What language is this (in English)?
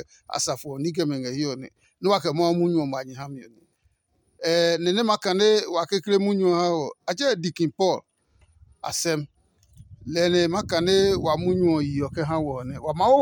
Adangme